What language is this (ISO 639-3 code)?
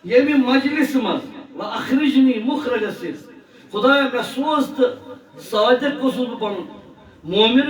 kas